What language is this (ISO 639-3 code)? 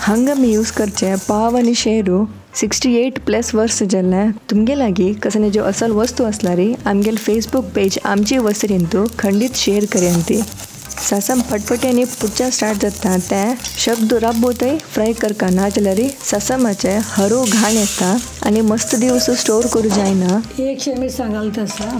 kok